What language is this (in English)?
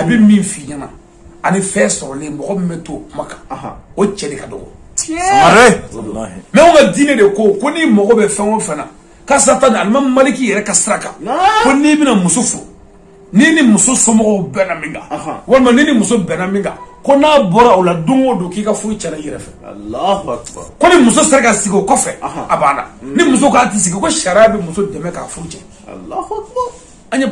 Bambara